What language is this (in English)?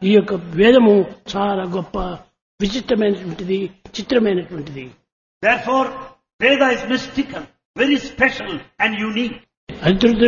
Telugu